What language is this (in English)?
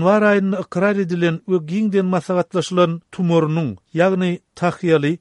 Turkmen